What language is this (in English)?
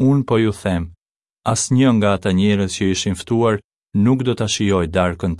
Albanian